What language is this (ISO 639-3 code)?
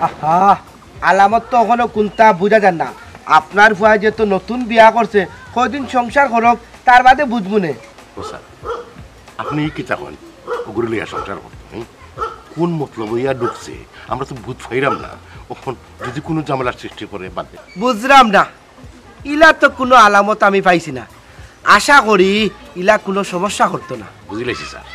syl